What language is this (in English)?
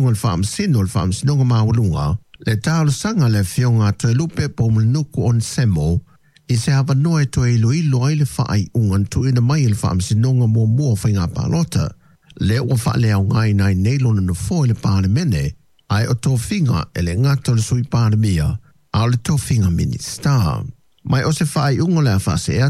Samoan